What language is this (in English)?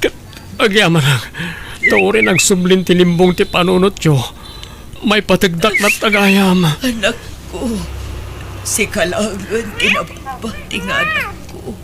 Iloko